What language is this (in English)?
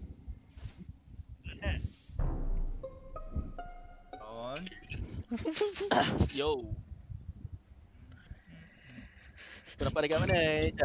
Malay